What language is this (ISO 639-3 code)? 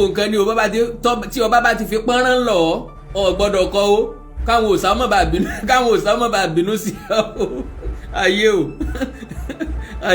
yor